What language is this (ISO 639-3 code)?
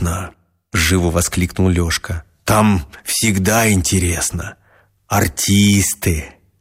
rus